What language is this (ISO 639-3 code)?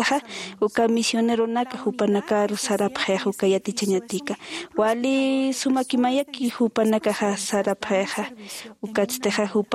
aym